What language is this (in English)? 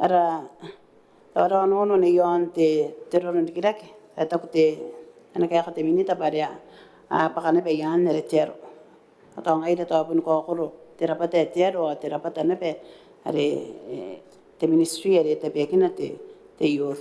Gilbertese